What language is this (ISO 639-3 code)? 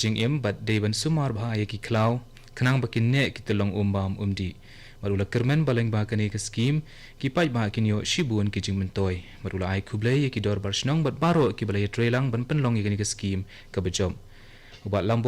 kha